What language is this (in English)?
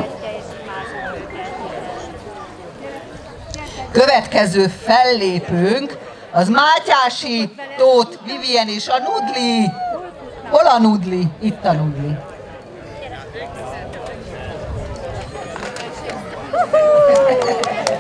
Hungarian